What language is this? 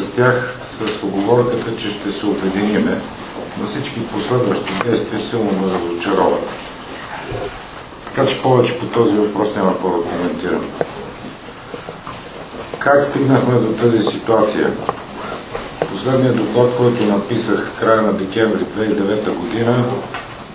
Bulgarian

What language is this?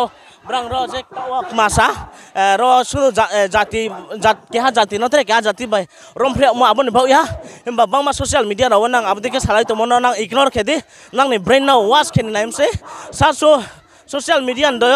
Riang (India)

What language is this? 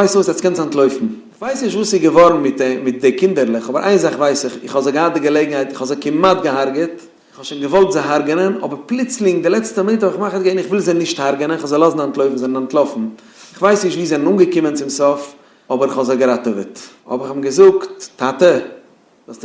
Yiddish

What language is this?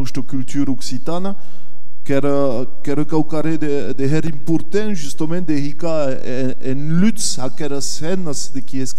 Occitan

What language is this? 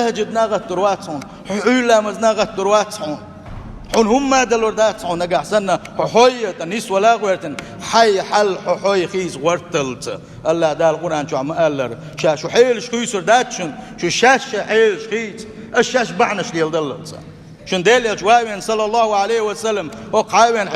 Chechen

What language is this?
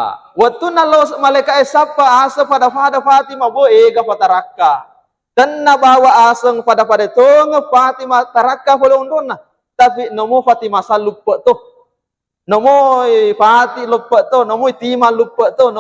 Buginese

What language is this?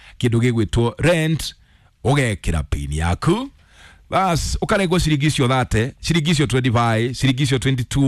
Kikuyu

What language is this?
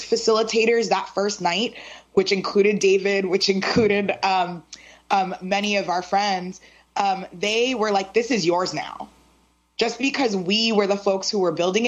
English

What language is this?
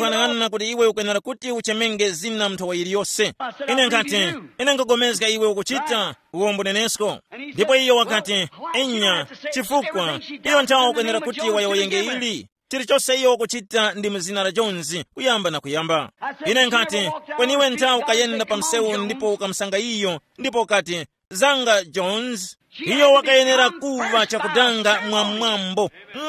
Tumbuka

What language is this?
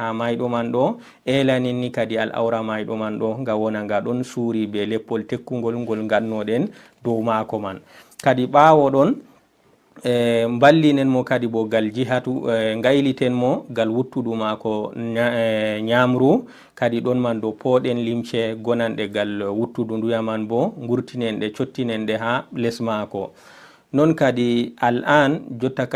Fula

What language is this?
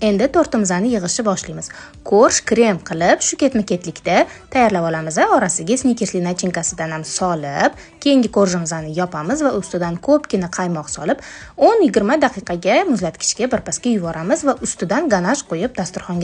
Uzbek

